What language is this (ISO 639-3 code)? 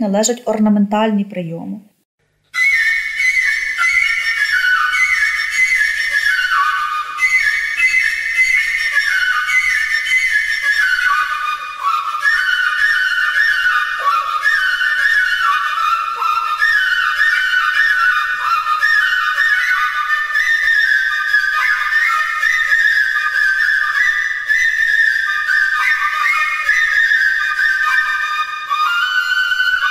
ukr